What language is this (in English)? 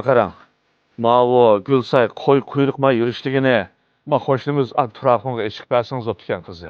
Uyghur